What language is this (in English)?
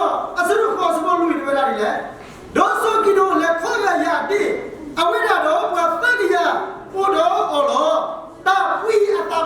S'gaw Karen